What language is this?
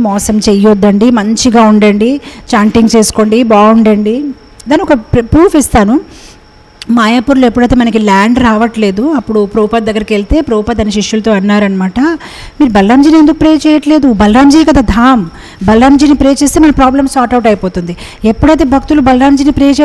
Telugu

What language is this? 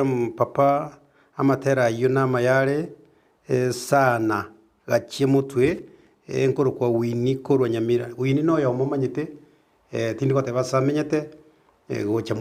Gusii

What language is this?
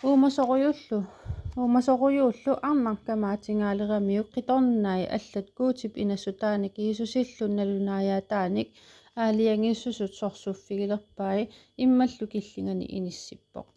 Kalaallisut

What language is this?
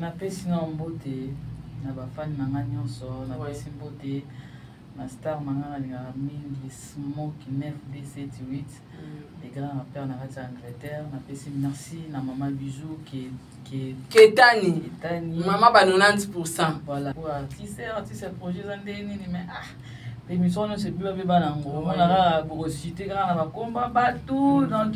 Lingala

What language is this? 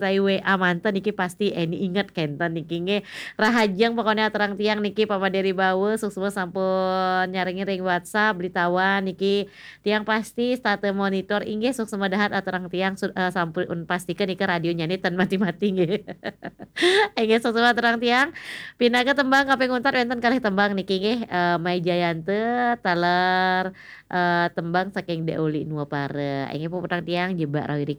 Balinese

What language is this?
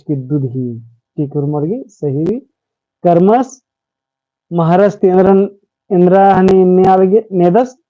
Kurukh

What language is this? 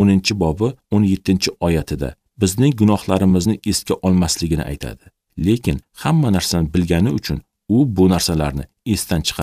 Uzbek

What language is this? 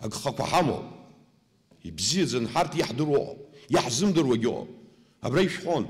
Abkhazian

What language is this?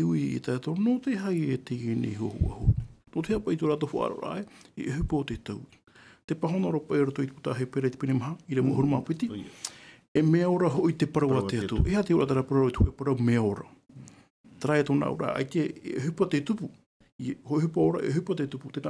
Tahitian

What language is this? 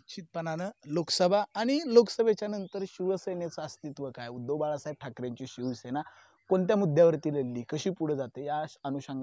Marathi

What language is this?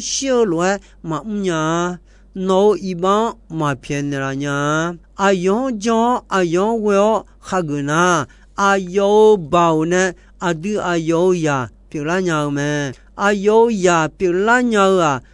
Akha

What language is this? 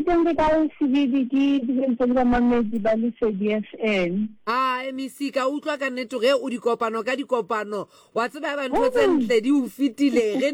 Southern Sotho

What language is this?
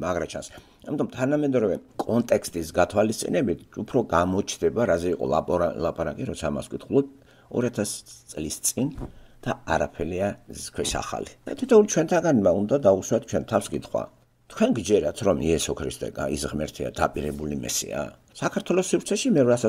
Georgian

